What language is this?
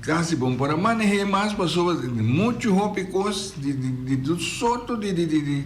Papiamento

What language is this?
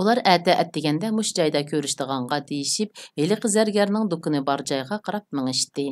Uyghur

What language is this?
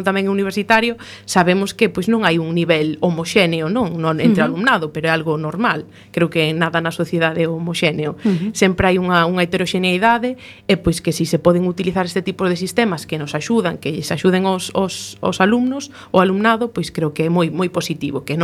Galician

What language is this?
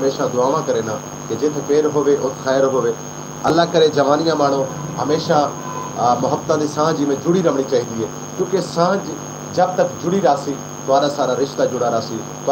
Saraiki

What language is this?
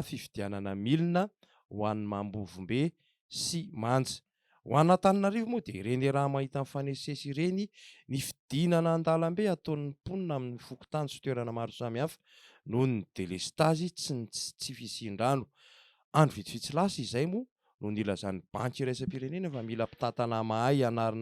Malagasy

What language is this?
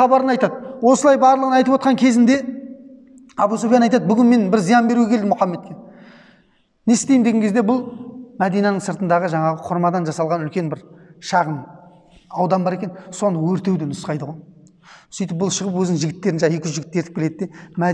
Kazakh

